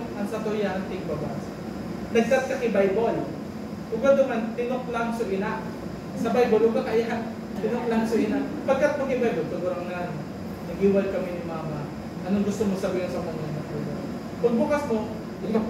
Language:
Bikol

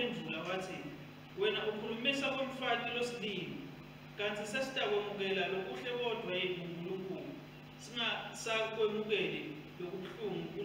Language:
Swati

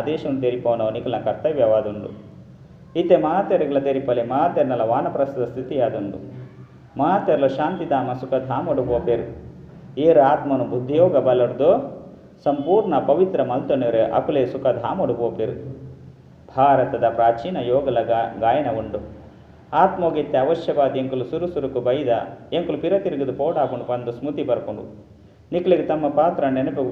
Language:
Tulu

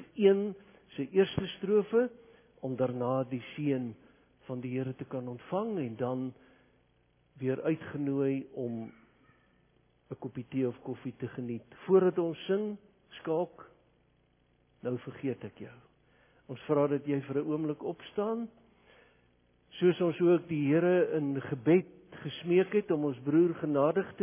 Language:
Afrikaans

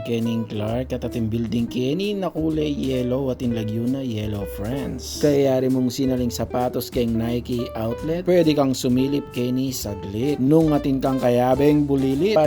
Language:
Pampanga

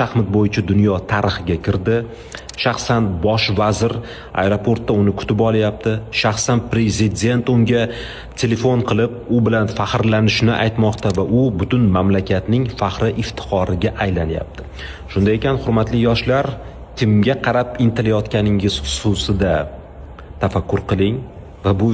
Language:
Uzbek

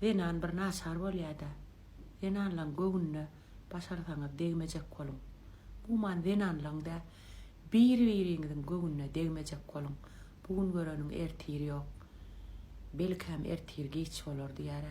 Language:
Turkmen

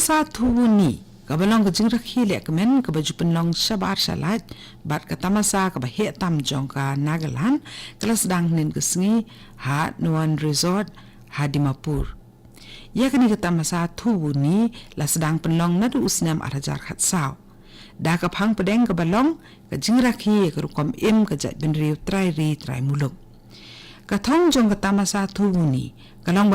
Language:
Khasi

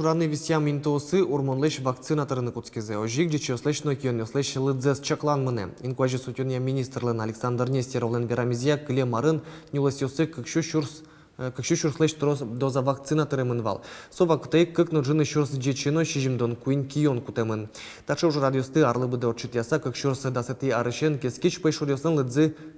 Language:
Udmurt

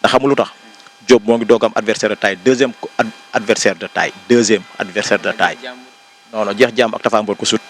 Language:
Wolof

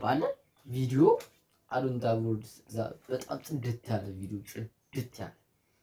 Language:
Amharic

